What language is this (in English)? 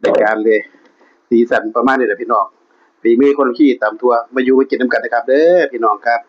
Northeastern Thai